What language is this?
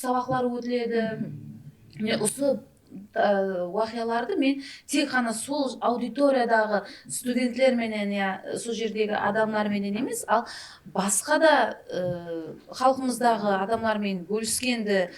Kara-Kalpak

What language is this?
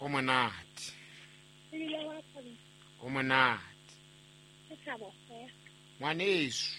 Southern Sotho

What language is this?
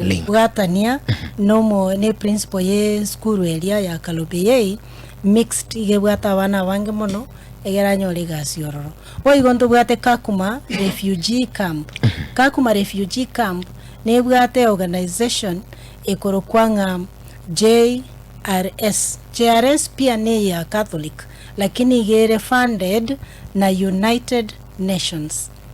Gusii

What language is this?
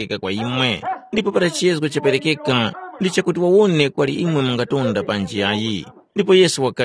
Tumbuka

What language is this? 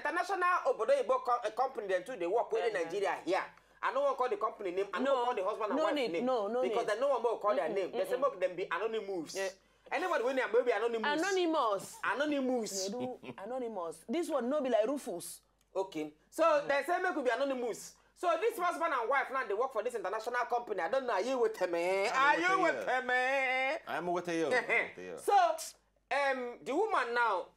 Nigerian Pidgin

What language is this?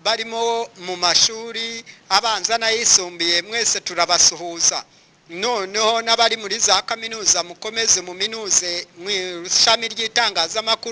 Kinyarwanda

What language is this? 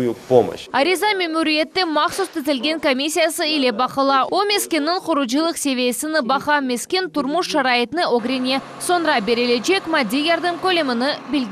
Crimean Tatar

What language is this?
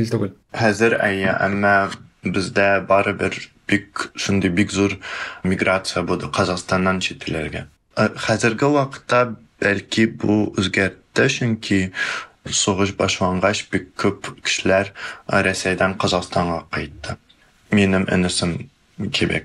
Tatar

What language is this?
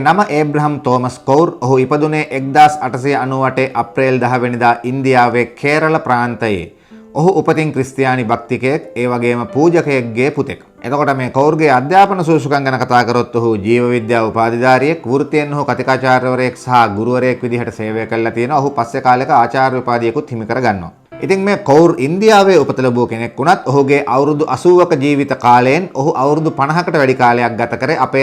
Sinhala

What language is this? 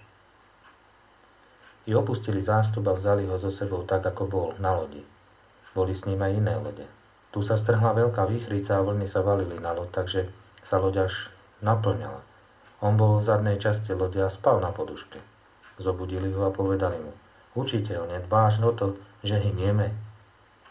Slovak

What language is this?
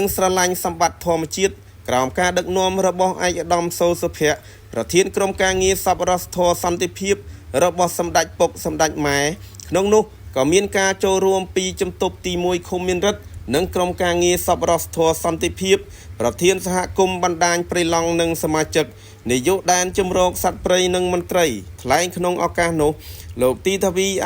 Khmer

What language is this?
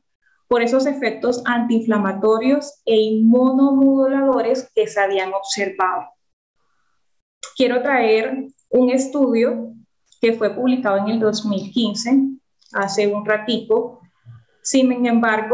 Spanish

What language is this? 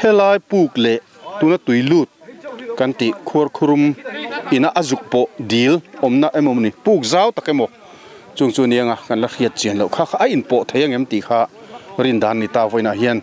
Mizo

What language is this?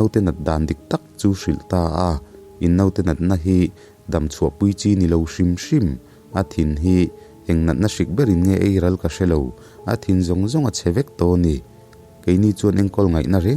Mizo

